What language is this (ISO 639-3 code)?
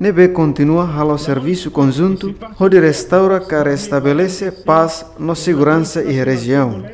tet